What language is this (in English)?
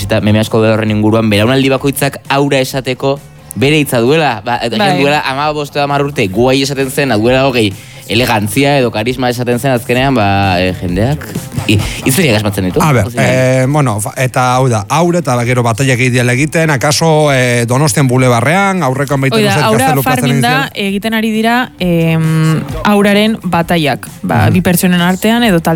Basque